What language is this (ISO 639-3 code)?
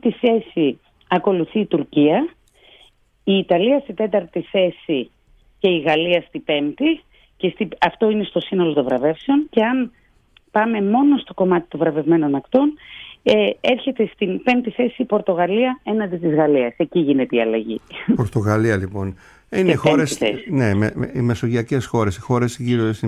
ell